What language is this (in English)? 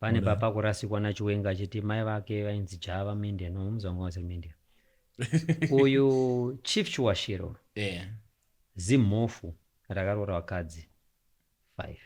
Shona